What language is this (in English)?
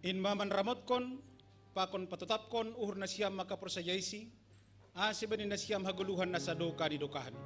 Batak Simalungun